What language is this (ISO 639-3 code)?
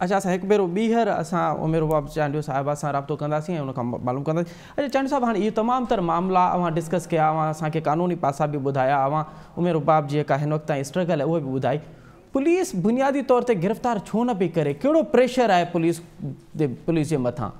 snd